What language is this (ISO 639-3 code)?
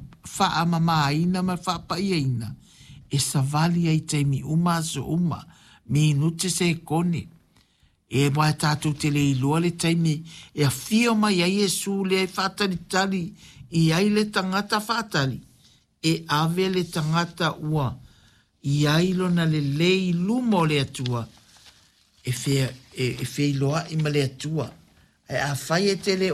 smo